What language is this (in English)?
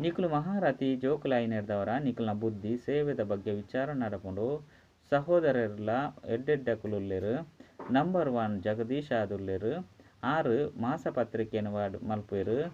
Tulu